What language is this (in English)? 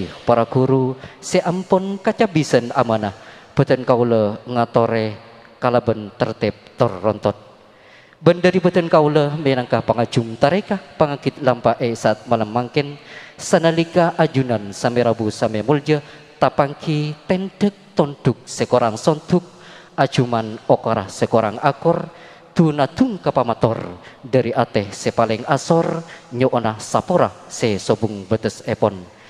Madurese